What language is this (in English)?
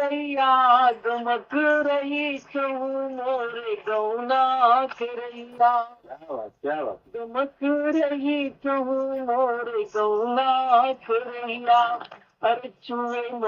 Awadhi